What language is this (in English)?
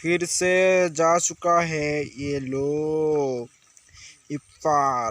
Assamese